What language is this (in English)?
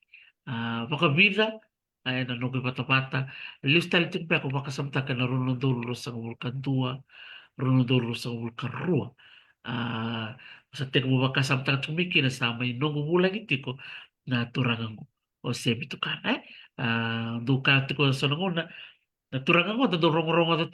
Fijian